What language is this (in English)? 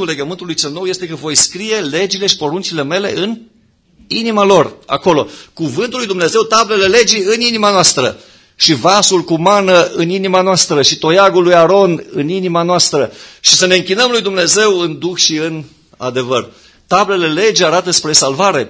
Romanian